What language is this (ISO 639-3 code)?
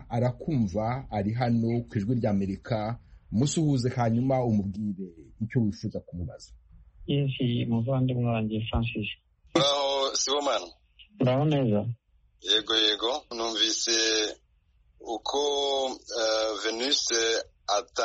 kin